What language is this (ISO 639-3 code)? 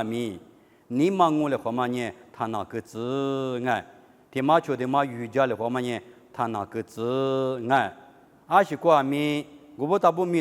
lis